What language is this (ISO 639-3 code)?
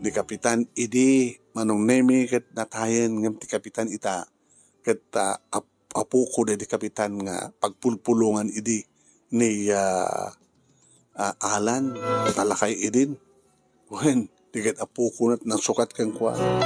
ilo